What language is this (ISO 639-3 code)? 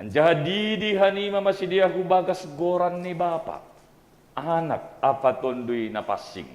bts